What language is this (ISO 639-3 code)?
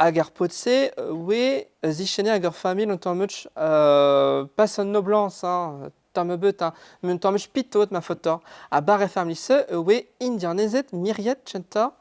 bre